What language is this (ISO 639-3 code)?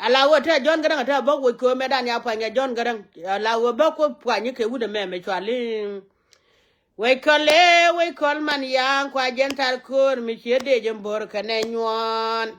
nus